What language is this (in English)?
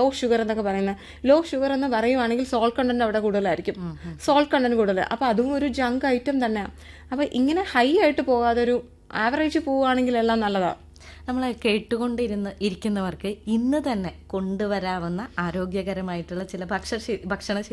Malayalam